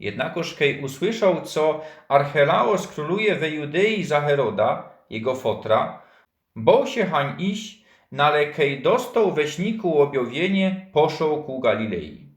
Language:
Silesian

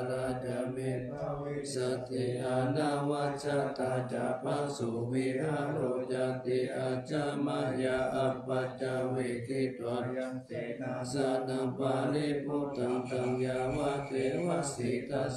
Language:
Pali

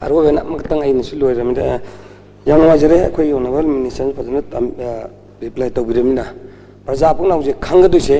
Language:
Manipuri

